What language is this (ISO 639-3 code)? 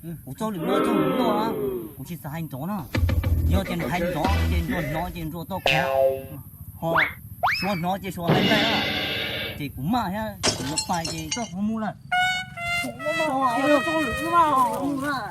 hmn